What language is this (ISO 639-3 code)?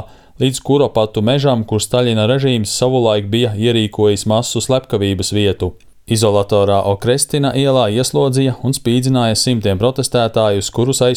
lav